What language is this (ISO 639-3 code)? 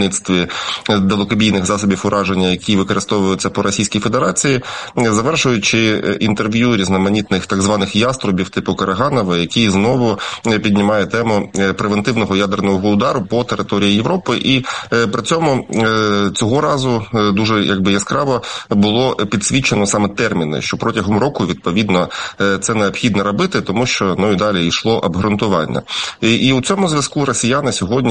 ukr